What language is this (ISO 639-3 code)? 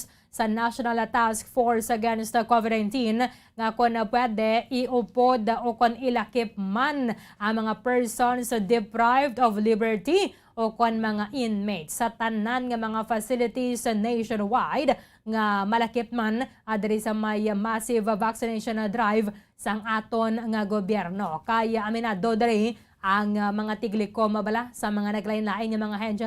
hil